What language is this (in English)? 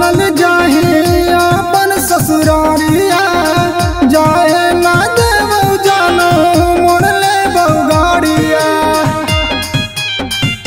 Bhojpuri